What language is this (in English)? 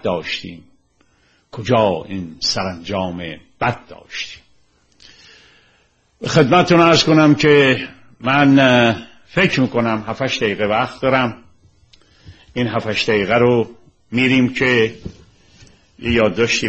Persian